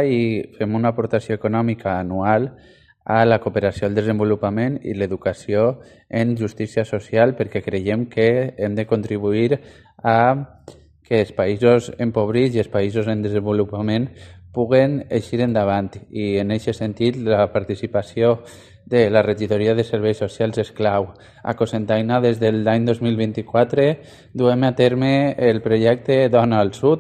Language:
Catalan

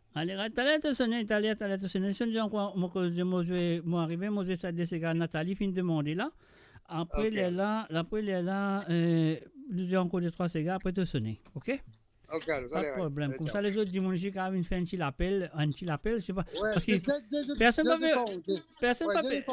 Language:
Morisyen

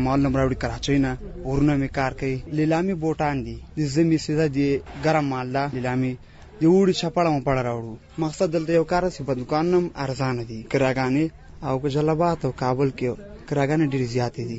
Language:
Pashto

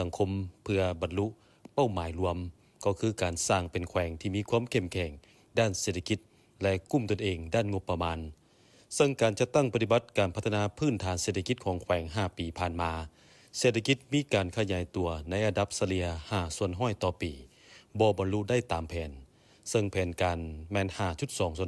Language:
Lao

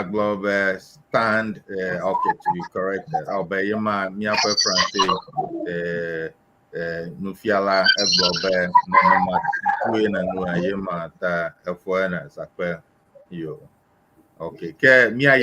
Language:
Ewe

